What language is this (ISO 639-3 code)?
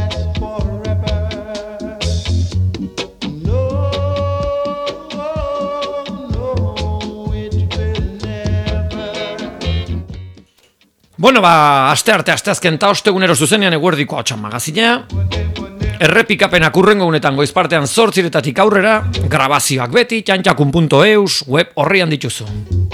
eus